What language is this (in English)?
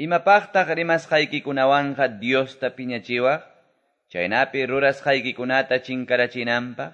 Quechua